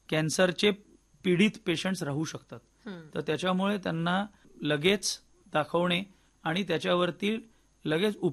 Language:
Marathi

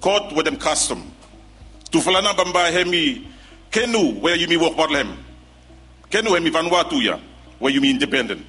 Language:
Bislama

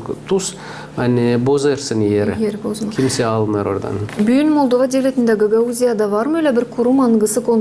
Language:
Gagauz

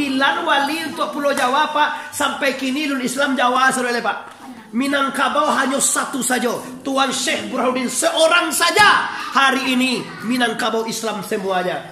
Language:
Minangkabau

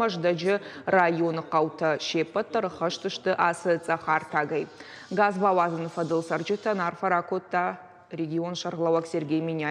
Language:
Ossetic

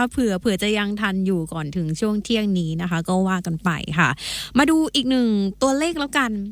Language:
Thai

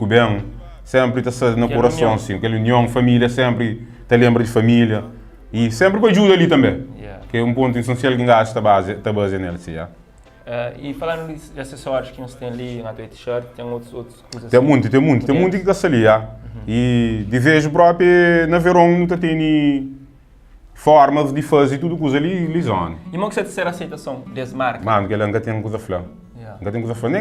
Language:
Kabuverdianu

